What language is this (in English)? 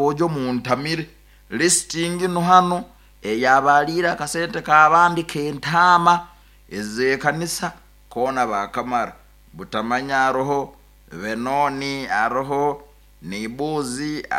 Nyoro